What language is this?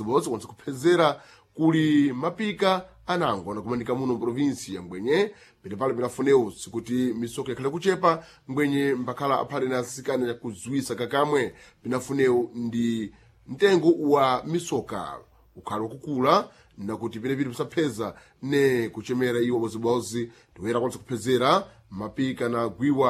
Sena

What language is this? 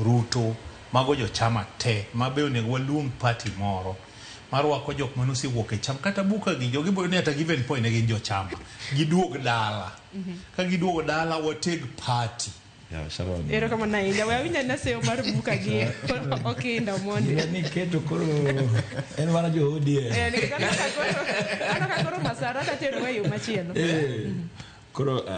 Luo (Kenya and Tanzania)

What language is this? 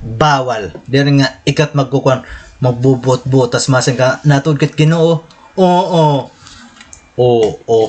Waray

